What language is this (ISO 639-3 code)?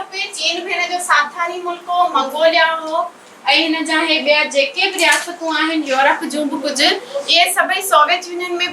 snd